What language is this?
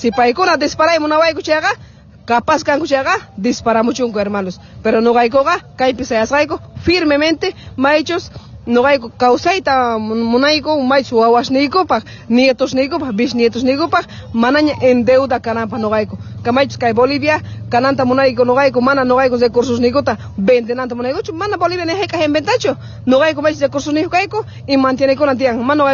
Quechua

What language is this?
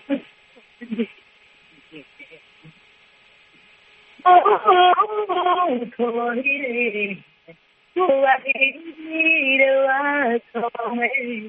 Kinyarwanda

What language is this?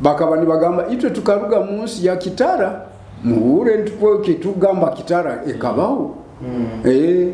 Nyoro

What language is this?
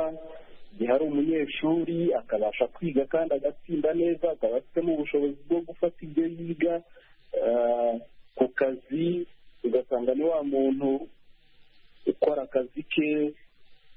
Kinyarwanda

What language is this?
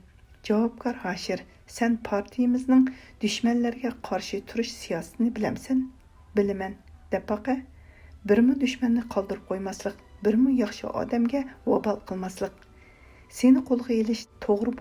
Uyghur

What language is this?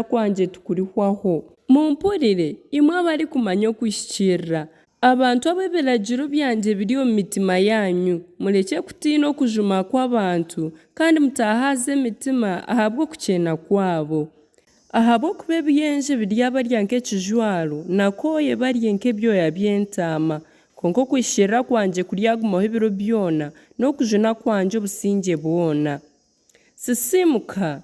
Nyankole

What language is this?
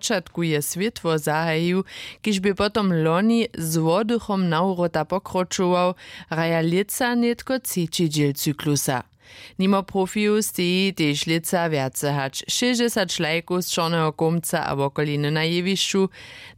Upper Sorbian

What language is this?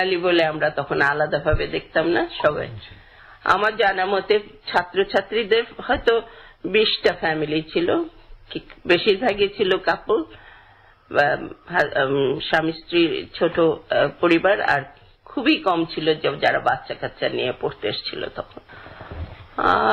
Bangla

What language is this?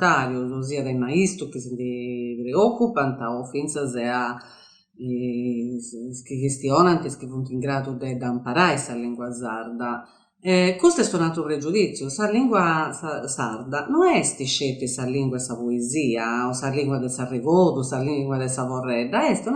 Sardinian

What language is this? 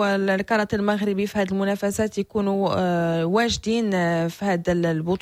Moroccan Arabic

